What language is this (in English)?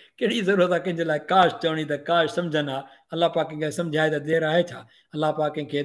Sindhi